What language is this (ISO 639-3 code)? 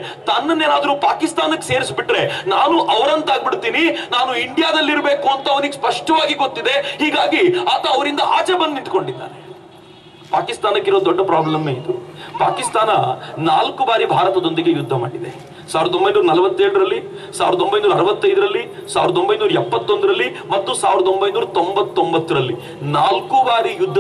kan